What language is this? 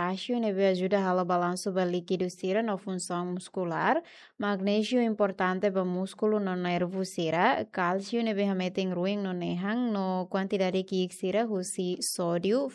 Tetum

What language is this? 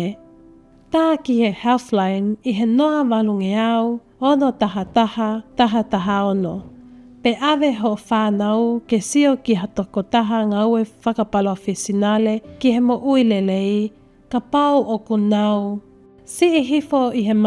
Tongan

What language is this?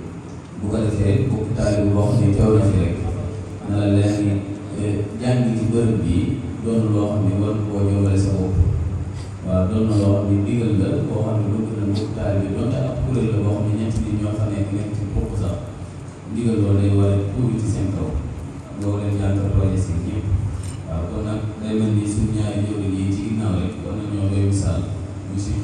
Wolof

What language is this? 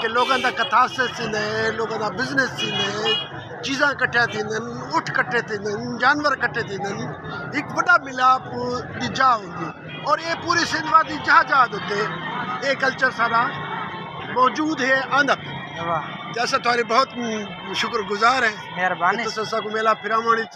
Saraiki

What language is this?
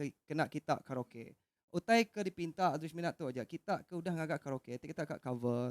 Iban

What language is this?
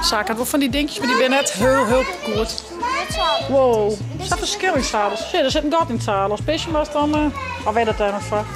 Western Frisian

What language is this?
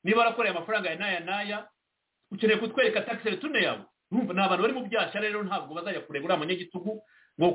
Kinyarwanda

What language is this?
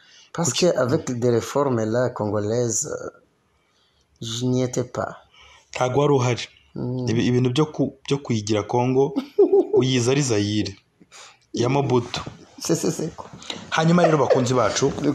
Kinyarwanda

